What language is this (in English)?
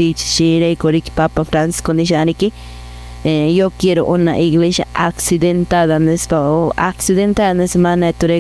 Quechua